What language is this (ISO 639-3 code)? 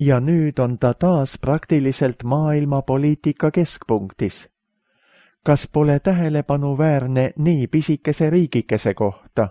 est